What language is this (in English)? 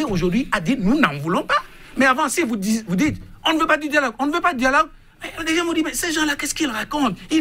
French